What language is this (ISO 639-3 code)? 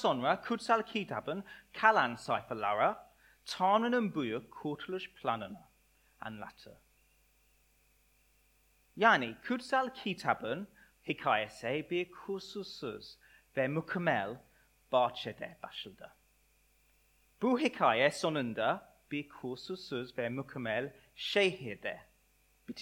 tur